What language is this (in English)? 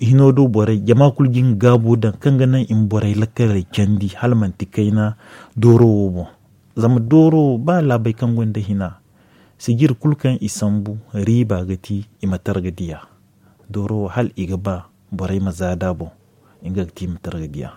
Zarma